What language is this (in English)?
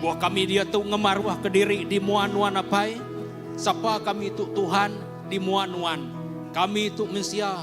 Iban